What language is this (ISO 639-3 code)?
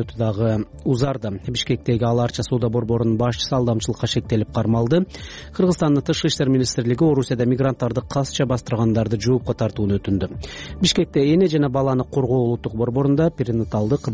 kir